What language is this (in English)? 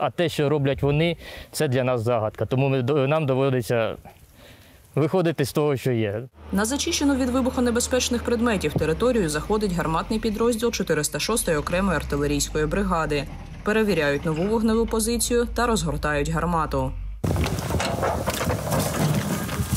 Ukrainian